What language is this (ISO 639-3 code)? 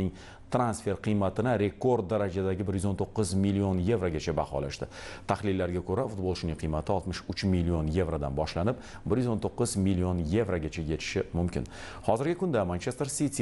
uzb